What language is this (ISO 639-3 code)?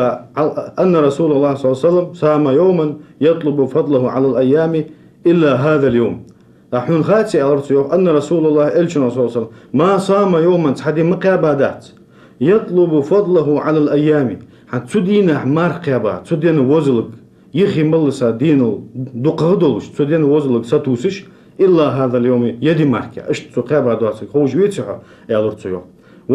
inh